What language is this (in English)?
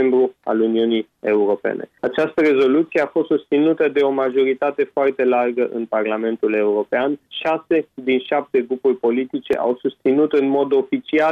Romanian